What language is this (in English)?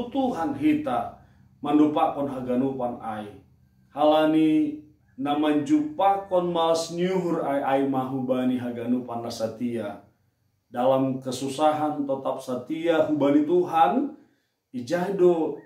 Batak Simalungun